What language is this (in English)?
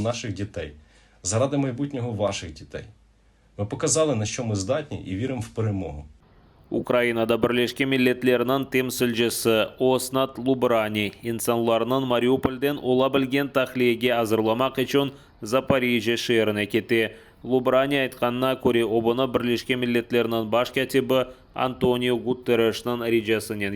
Crimean Tatar